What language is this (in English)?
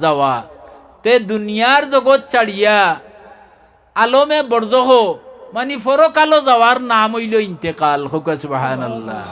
Sylheti